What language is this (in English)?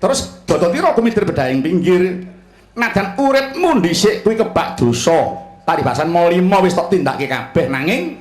Javanese